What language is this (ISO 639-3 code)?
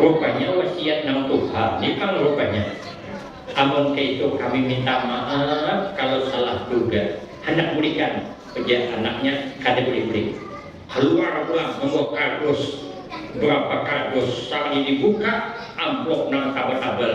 bjn